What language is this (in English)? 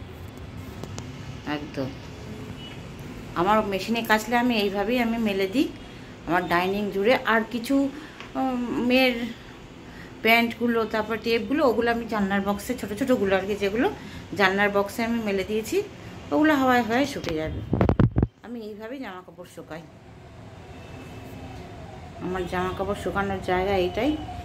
Bangla